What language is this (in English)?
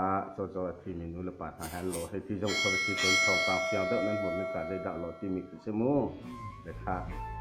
Hakha Chin